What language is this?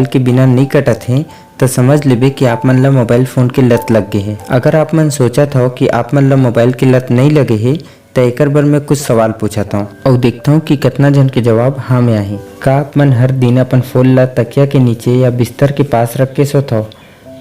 Chhattisgarhi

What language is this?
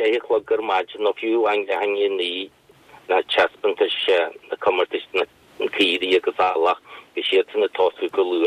Irish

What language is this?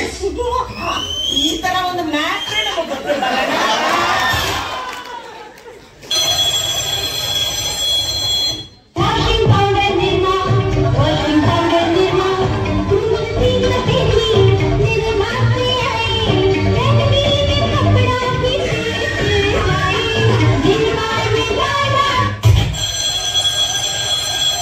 Kannada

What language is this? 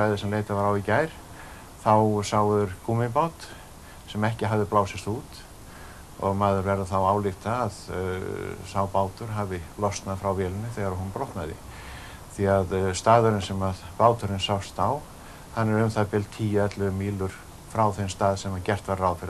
Icelandic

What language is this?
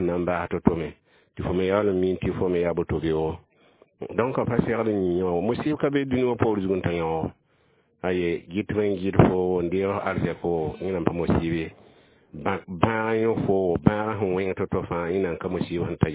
Mossi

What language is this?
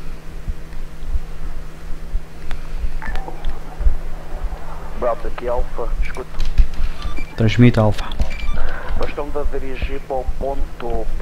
Portuguese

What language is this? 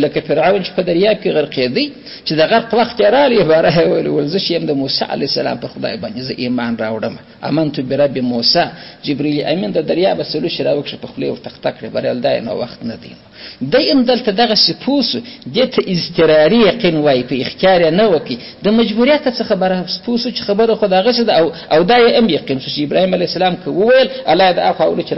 Pashto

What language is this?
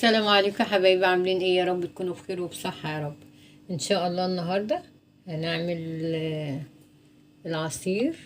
Egyptian Arabic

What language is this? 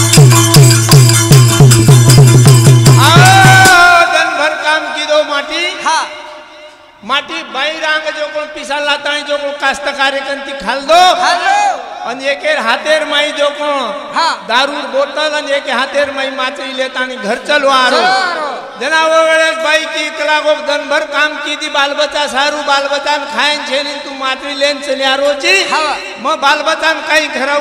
Lambadi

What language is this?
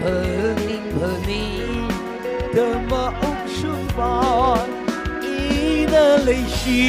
Tangkhul Naga (India)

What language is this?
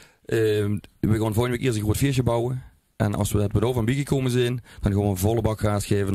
Limburgish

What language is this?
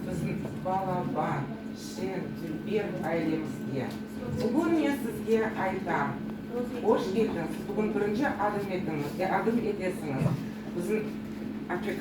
Crimean Tatar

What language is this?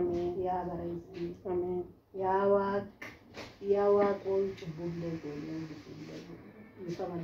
Oromo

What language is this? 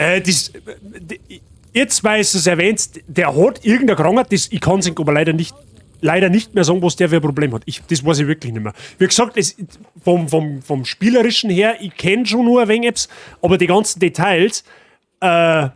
Bavarian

